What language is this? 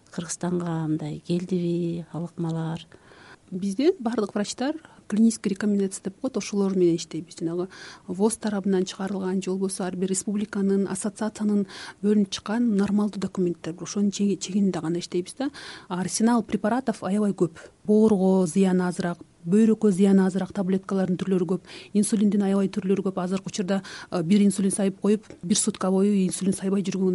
Kyrgyz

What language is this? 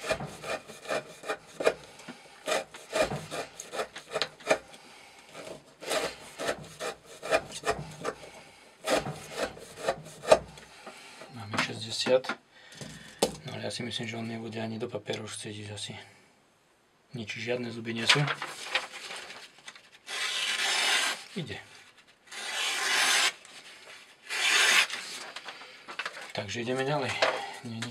Slovak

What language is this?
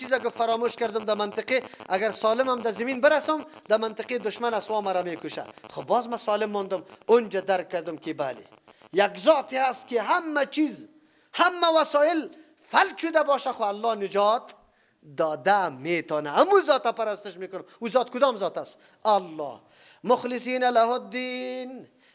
Persian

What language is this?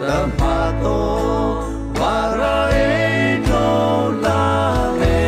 Mara Chin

